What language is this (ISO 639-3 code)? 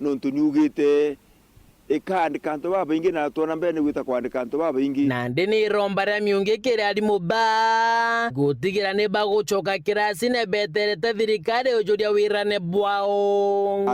mer